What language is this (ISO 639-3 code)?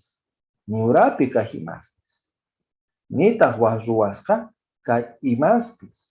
que